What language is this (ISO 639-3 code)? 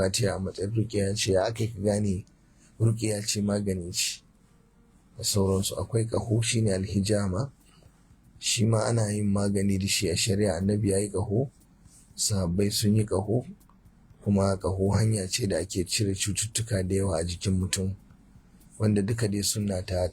hau